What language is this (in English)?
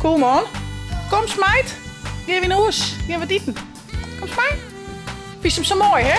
Western Frisian